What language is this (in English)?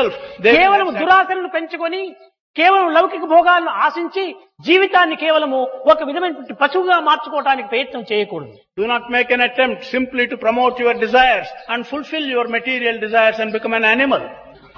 Telugu